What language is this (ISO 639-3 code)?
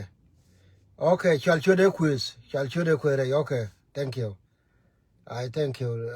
nus